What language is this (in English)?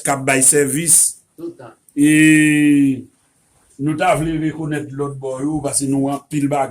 Haitian Creole